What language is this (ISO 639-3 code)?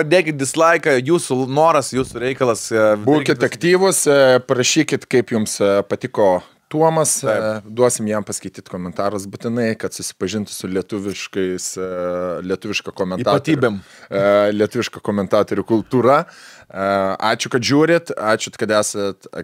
lit